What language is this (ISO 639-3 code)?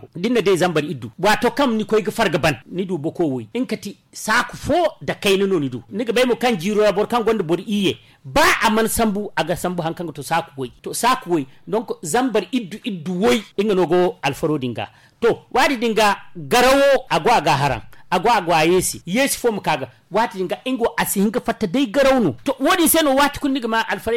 dje